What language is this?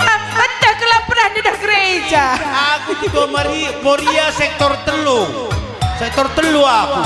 Batak Karo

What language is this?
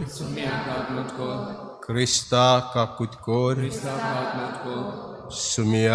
Konkani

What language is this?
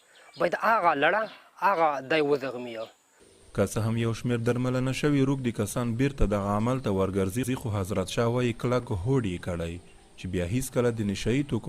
Pashto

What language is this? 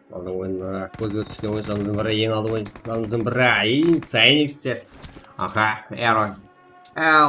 Kara-Kalpak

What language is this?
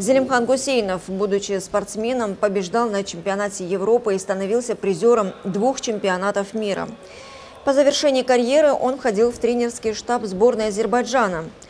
Russian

